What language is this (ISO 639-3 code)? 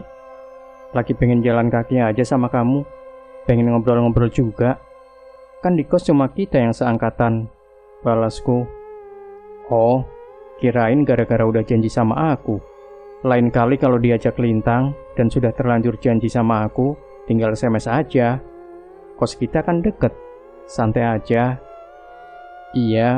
ind